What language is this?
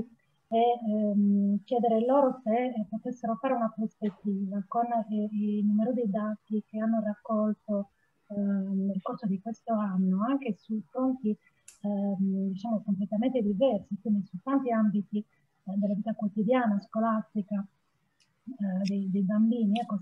Italian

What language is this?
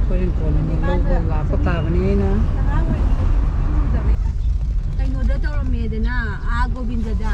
Manipuri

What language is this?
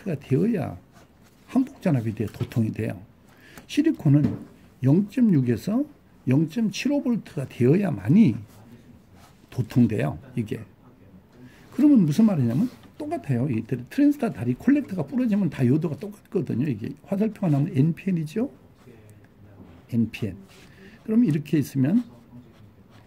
Korean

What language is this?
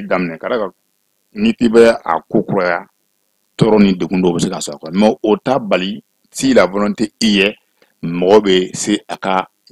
Bambara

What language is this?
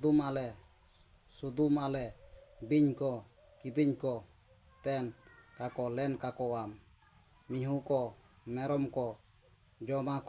Santali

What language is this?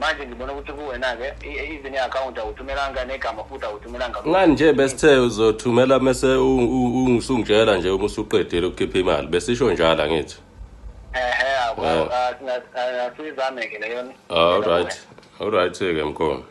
Zulu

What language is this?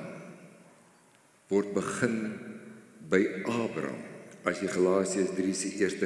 Afrikaans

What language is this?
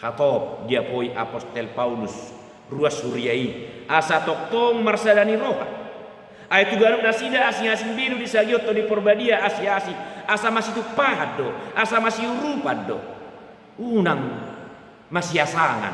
Batak Toba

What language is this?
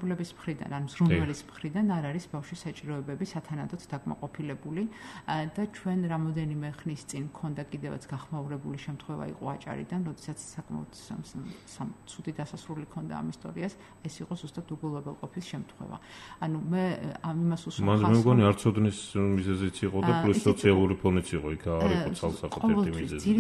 Georgian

